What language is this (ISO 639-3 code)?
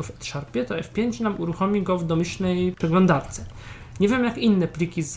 pol